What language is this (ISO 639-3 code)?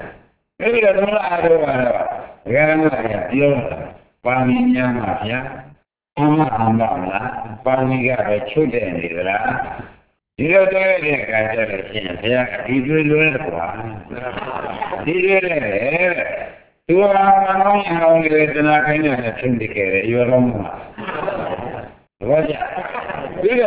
mya